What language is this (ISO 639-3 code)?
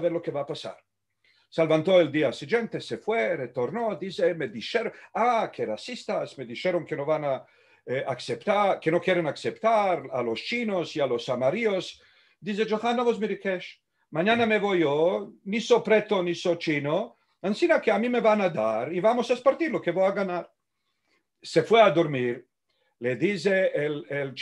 lad